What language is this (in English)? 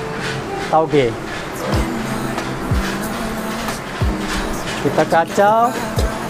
Malay